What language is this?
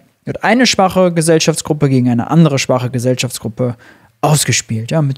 German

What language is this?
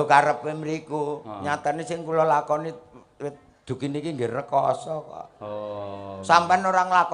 Javanese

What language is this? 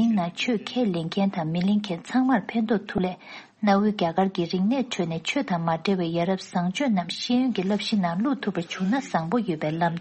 Tibetan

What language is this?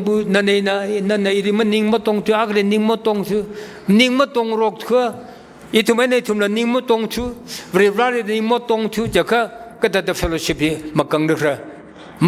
Tangkhul Naga (India)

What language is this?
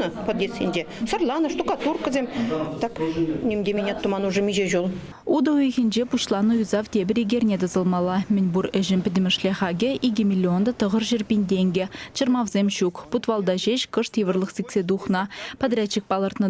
Chuvash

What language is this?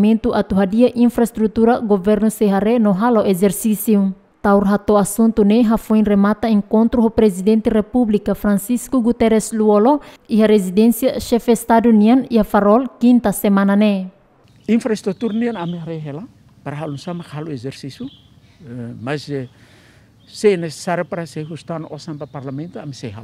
Tetum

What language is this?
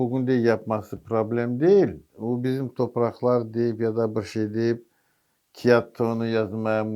Crimean Tatar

